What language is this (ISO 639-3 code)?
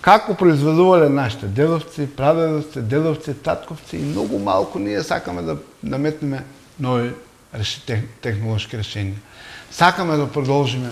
mkd